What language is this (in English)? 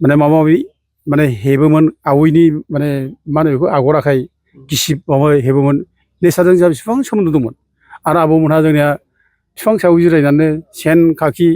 Bodo